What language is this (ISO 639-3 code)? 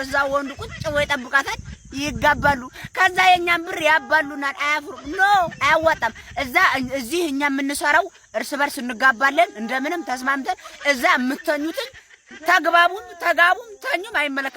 amh